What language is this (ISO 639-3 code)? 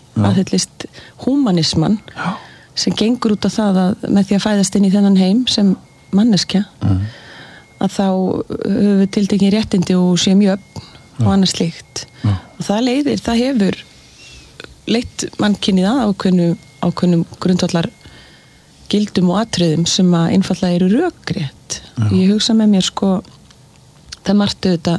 isl